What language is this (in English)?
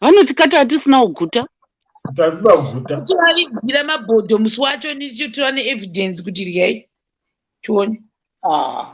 Shona